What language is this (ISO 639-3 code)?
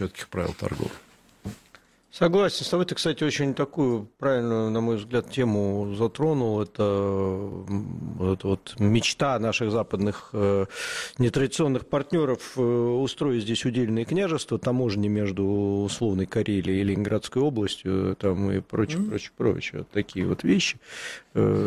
rus